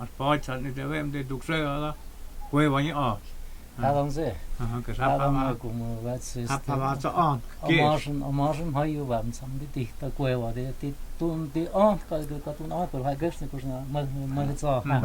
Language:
Totontepec Mixe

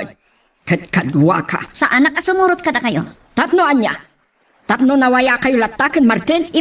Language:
Iloko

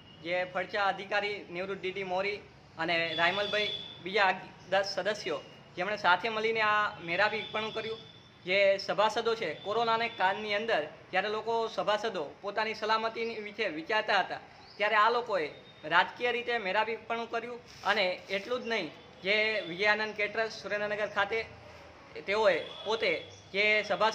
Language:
Gujarati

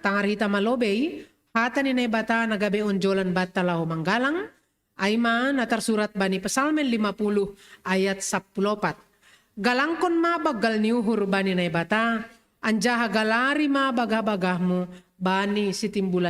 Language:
Batak Simalungun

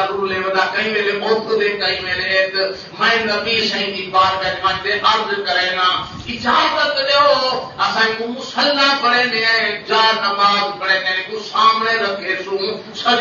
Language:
Saraiki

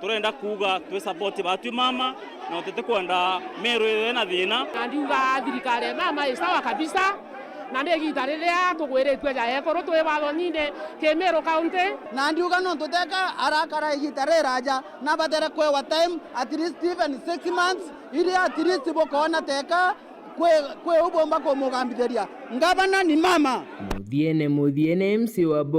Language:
Meru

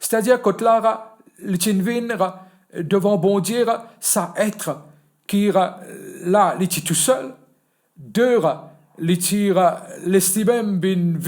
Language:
Morisyen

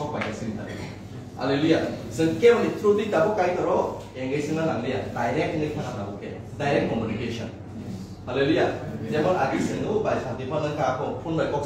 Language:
Kok Borok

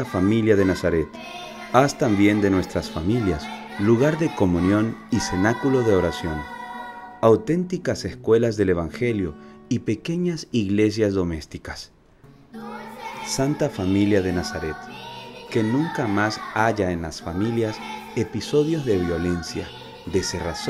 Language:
Spanish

